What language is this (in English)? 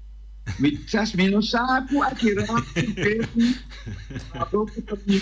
Papiamento